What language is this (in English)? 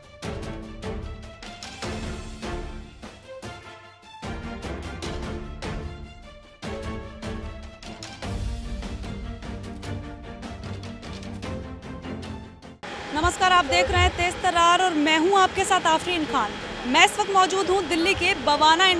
Hindi